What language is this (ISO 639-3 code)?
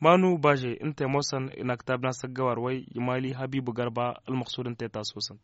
taq